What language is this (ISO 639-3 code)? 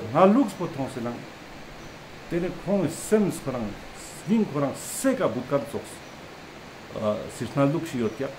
lbj